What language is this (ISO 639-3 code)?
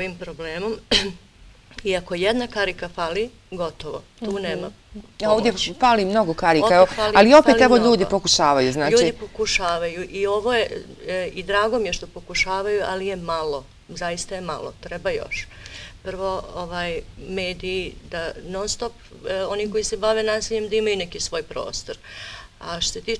bos